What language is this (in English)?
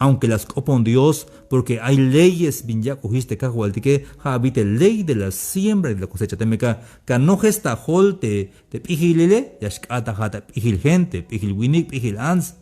Tzeltal